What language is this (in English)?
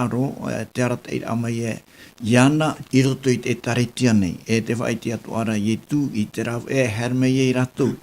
Tahitian